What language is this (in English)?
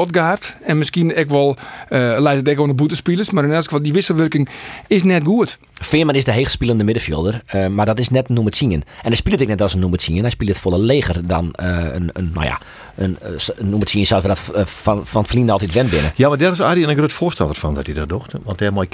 Western Frisian